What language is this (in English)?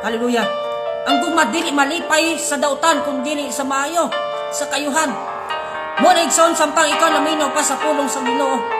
Cebuano